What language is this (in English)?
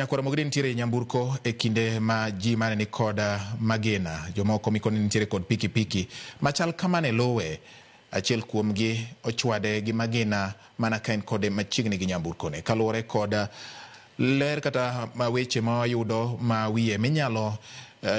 Luo (Kenya and Tanzania)